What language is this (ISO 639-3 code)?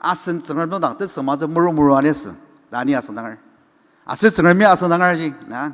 njo